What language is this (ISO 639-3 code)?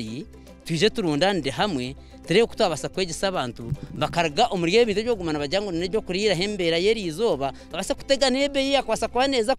nyn